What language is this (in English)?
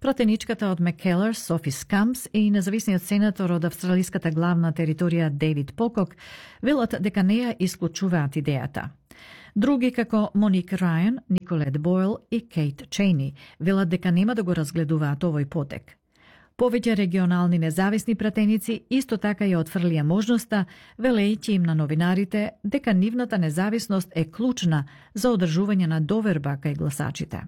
Macedonian